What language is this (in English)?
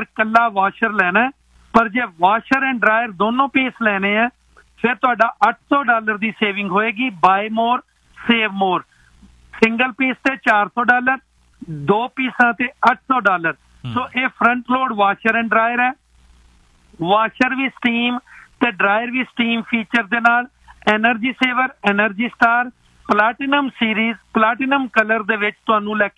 Punjabi